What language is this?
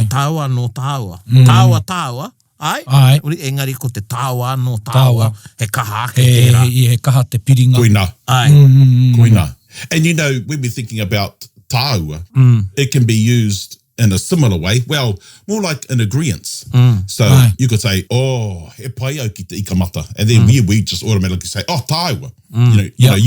Māori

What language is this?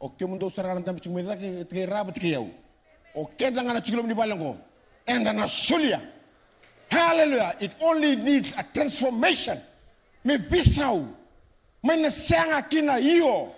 Fijian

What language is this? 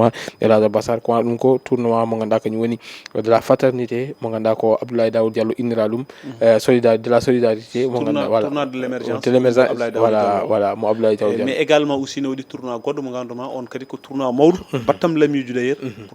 Fula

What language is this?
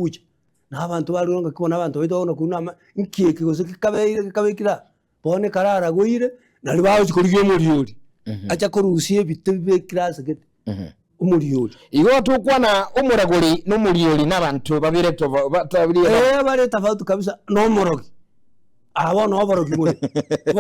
Gusii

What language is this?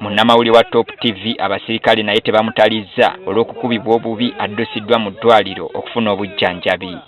Ganda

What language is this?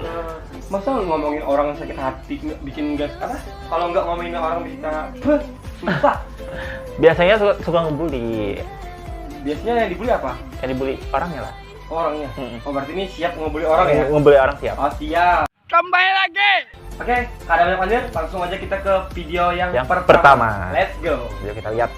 Banjar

